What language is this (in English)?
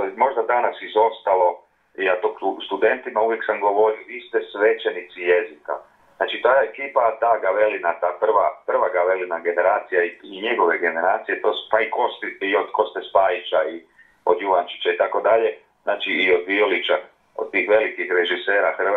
Croatian